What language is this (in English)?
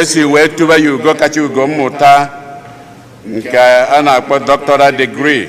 Igbo